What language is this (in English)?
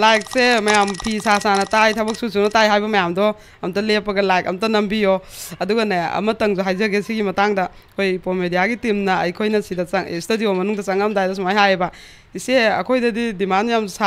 Manipuri